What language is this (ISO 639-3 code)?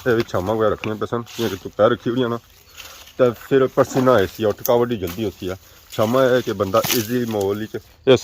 phr